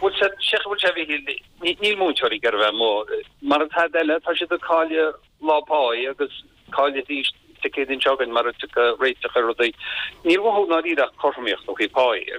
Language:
Irish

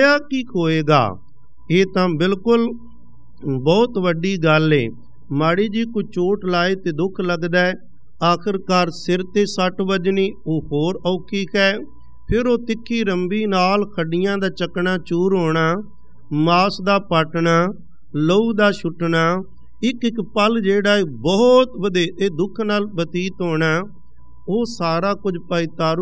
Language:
Punjabi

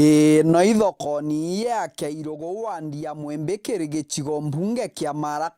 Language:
Meru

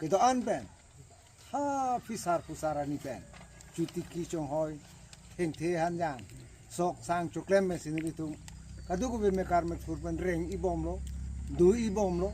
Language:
Karbi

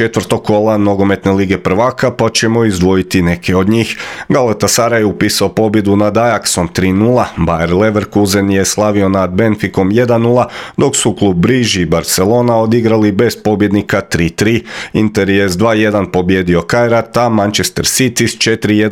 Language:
Croatian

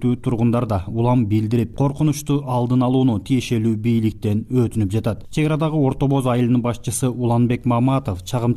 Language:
Kyrgyz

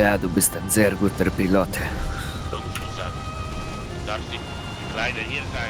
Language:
Swiss German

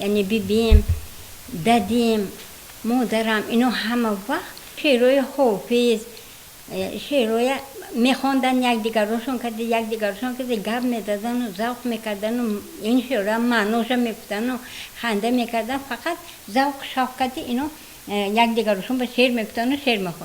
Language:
Tajik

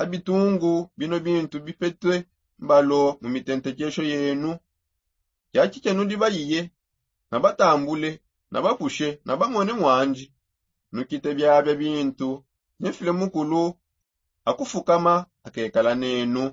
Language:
Songe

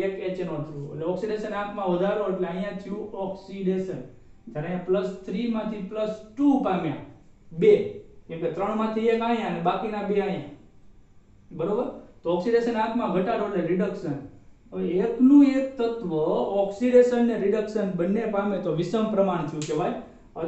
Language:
Gujarati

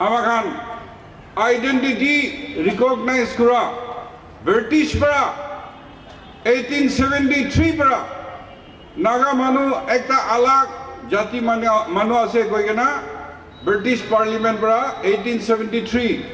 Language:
Naga Pidgin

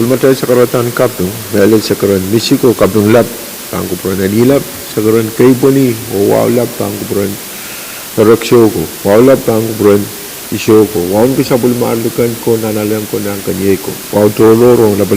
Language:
Pohnpeian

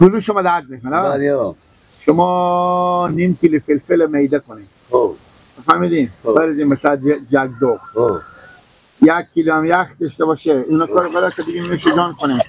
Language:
Persian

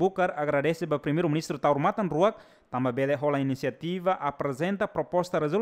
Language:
Tetum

